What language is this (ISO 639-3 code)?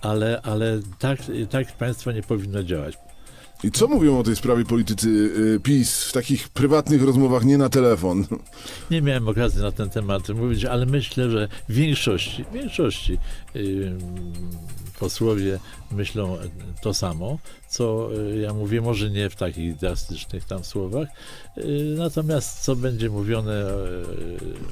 pol